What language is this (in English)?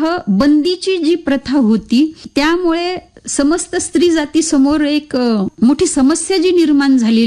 Marathi